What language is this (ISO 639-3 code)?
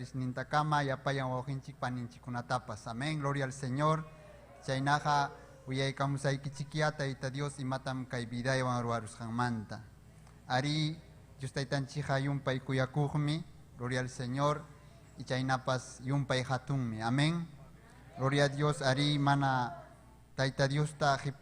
quy